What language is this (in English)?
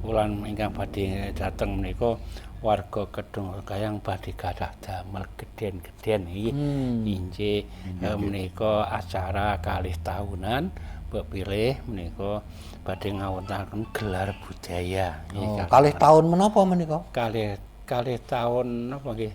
Javanese